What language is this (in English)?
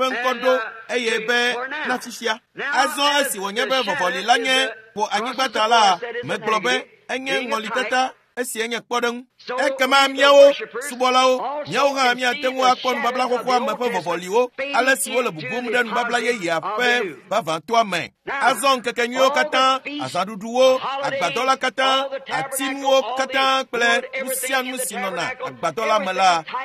Ewe